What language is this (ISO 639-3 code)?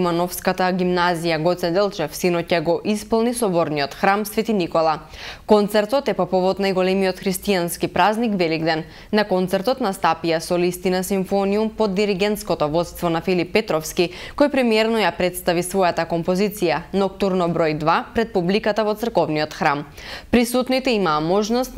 mkd